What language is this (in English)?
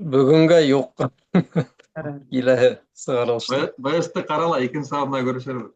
Bashkir